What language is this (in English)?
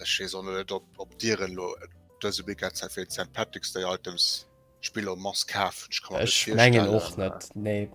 Luxembourgish